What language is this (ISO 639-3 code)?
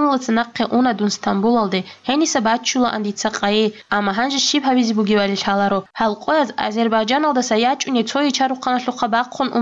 ava